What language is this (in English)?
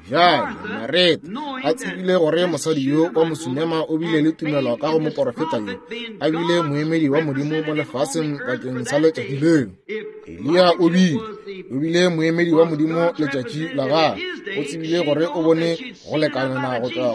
Northern Sotho